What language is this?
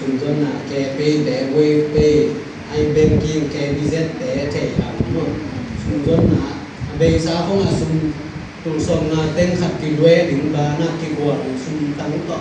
Tedim Chin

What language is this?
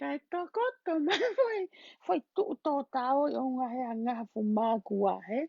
Tongan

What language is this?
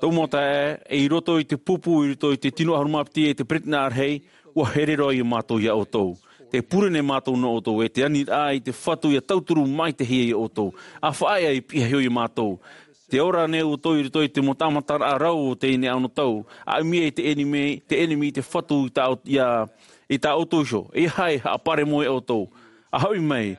Tahitian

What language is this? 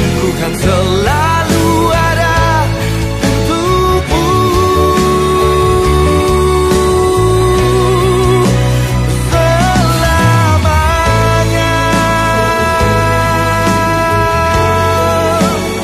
Indonesian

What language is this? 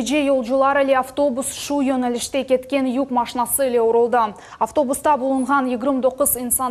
Crimean Tatar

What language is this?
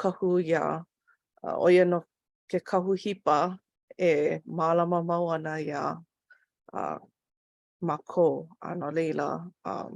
Hawaiian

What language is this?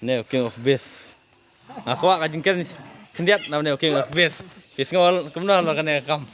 Khasi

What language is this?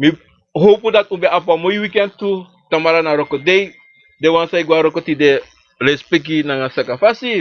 Sranan Tongo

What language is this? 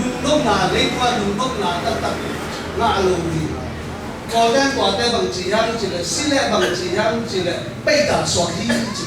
Tedim Chin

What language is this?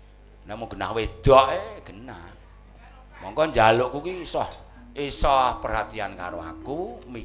Javanese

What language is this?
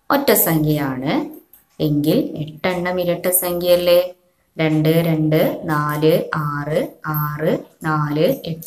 Malayalam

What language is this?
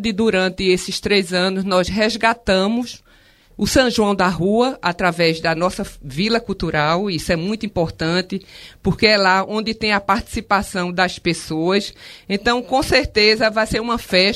Portuguese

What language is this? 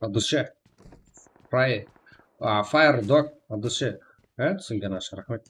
Kara-Kalpak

